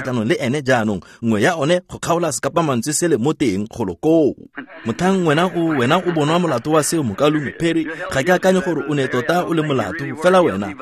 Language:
Tswana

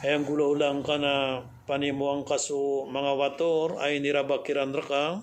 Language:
Maranao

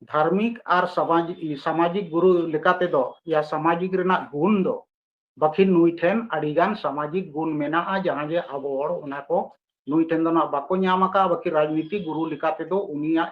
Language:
Santali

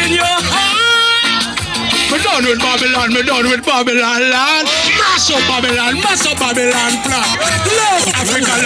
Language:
Jamaican Creole English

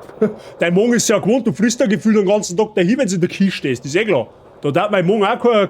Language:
Bavarian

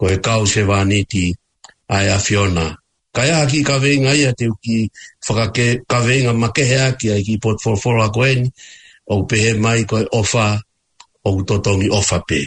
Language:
Tongan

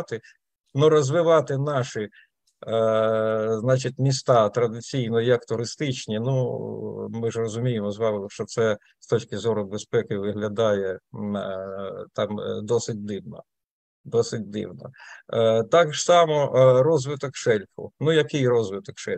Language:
Ukrainian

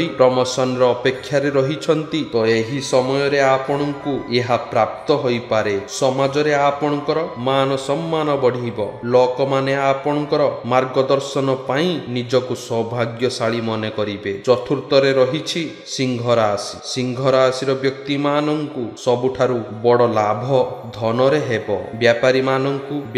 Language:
Odia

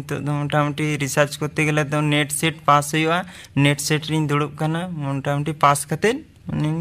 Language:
Santali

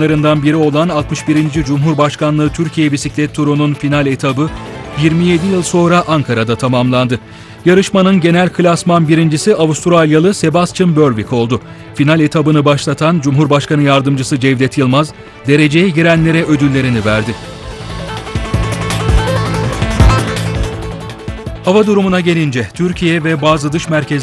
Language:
Turkish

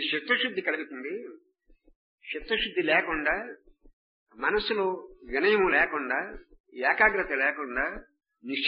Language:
Telugu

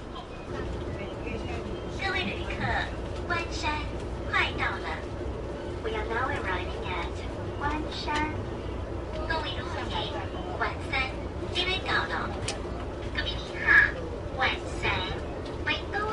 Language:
Chinese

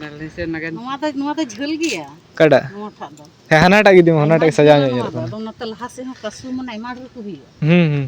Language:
Santali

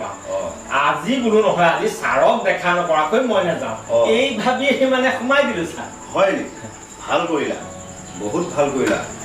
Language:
Assamese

